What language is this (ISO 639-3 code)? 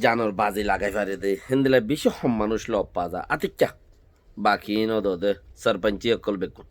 rhg